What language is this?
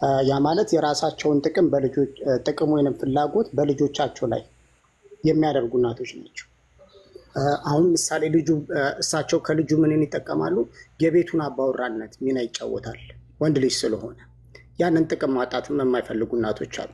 Amharic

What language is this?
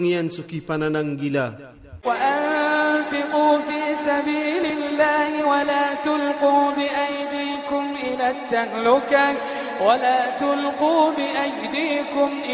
Iranun (Philippines)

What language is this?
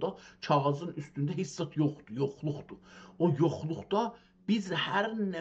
South Azerbaijani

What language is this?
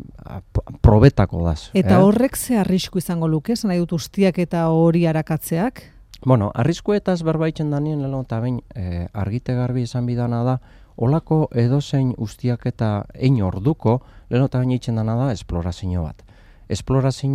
Basque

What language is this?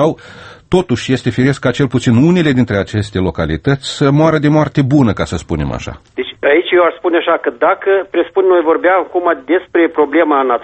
Romanian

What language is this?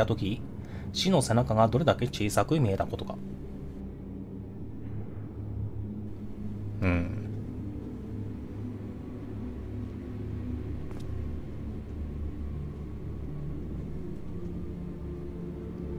Japanese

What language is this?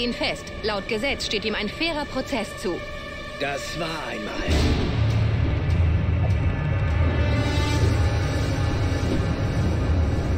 German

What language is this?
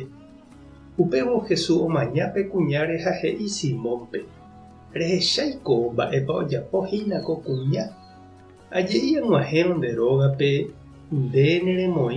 Guarani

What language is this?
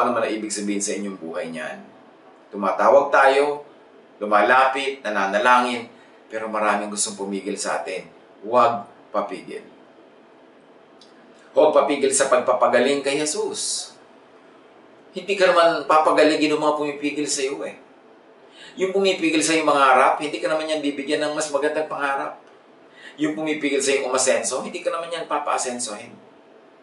Filipino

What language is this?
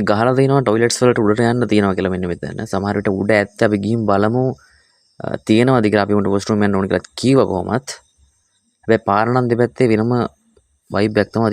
Sinhala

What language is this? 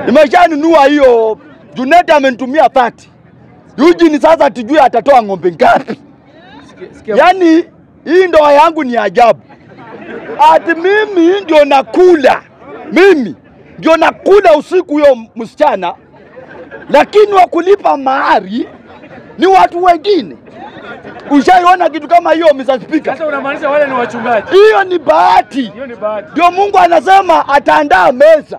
Swahili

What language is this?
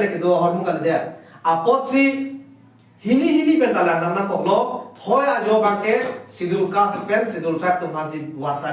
Karbi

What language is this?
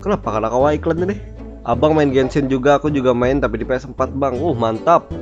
Banjar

